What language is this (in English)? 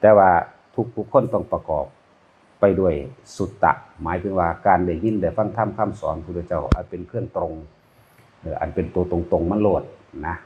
Northeastern Thai